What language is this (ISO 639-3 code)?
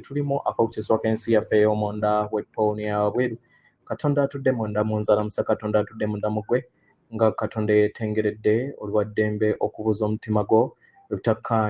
lug